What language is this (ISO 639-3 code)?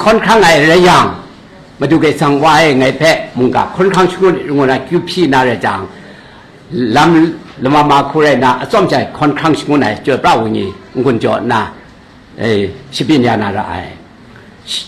kac